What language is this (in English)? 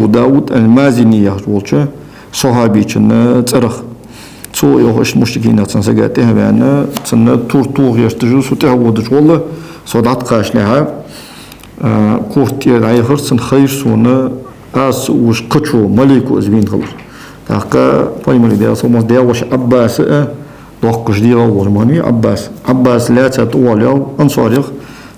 Ingush